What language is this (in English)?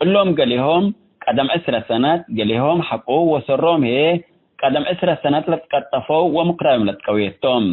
Tigre